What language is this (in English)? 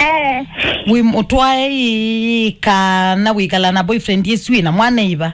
Kamba